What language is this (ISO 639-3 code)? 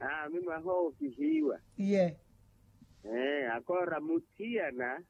vmw